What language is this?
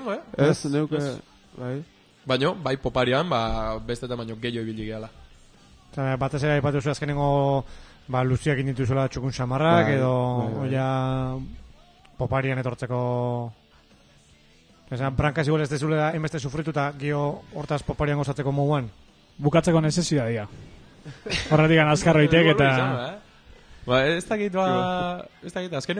Basque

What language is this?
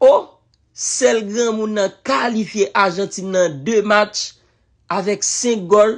Haitian Creole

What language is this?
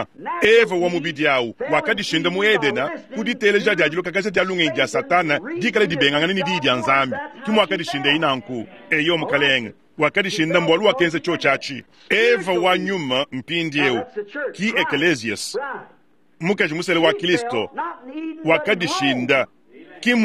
Luba-Lulua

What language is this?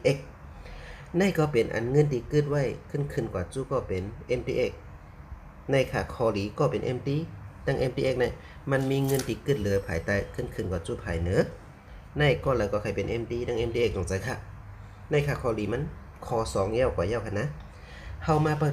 Shan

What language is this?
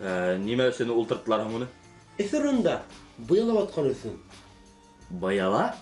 Bashkir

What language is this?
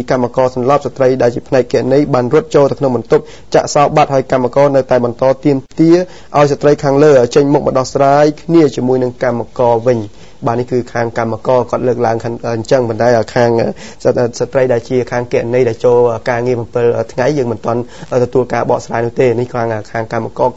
Khmer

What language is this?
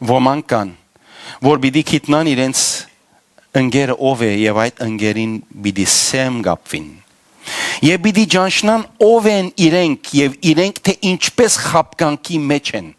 Western Armenian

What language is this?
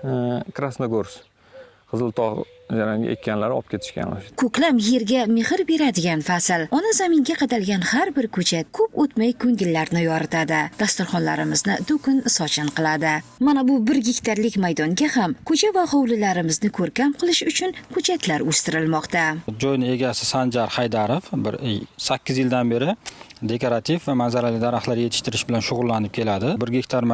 Uzbek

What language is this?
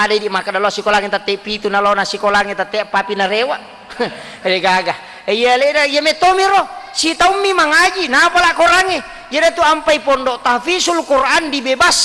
Buginese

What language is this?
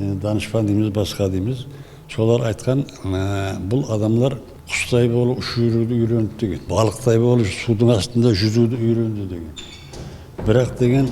Kara-Kalpak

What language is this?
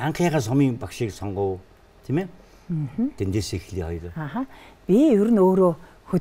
Mongolian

